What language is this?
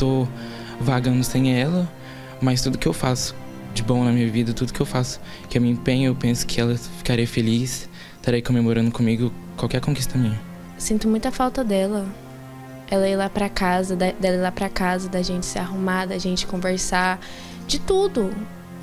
Portuguese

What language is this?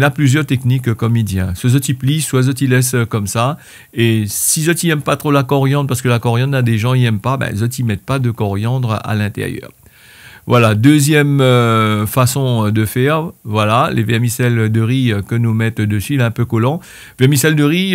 Réunion Creole French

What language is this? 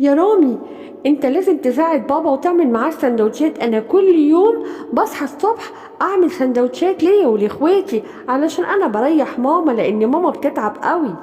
Egyptian Arabic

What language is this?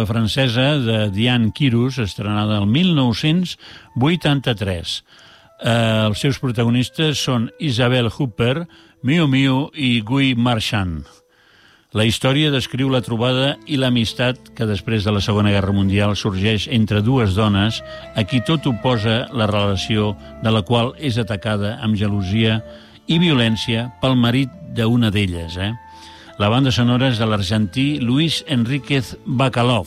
Catalan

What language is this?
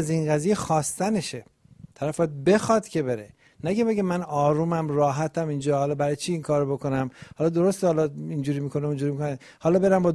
Persian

